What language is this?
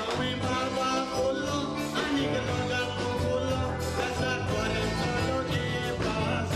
Konkani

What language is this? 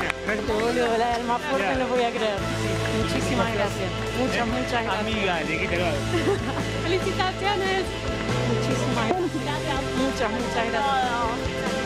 Spanish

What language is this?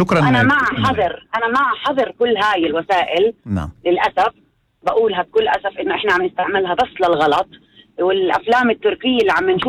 North Levantine Arabic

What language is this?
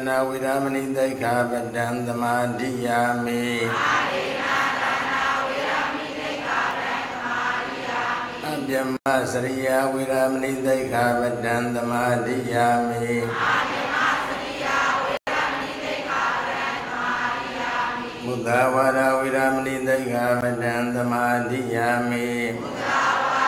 Burmese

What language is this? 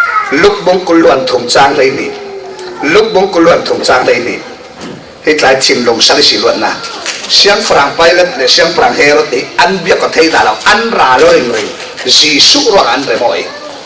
Falam Chin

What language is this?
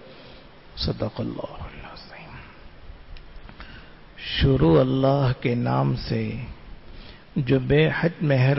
Urdu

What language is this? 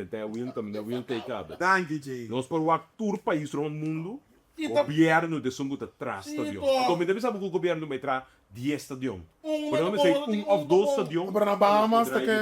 Papiamento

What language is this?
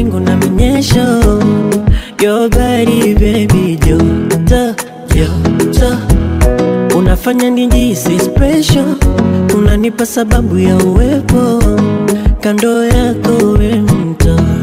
Swahili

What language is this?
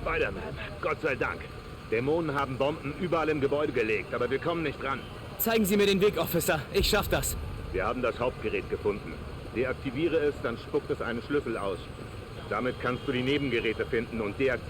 Bavarian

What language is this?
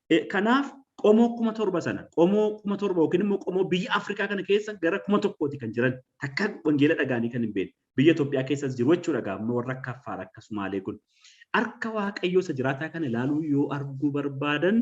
Oromo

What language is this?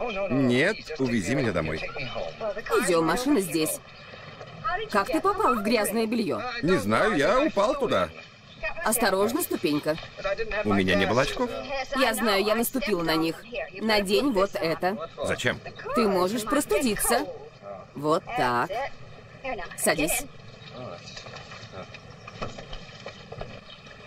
Russian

